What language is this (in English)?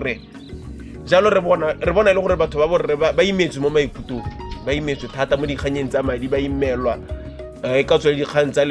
Tswana